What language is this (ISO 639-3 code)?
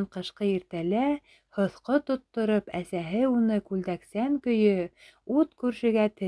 bak